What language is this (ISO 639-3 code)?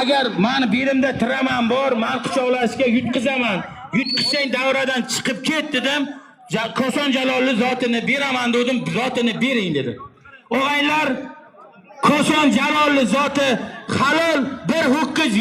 uzb